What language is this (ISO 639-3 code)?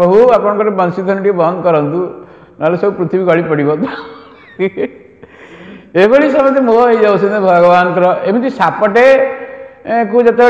ori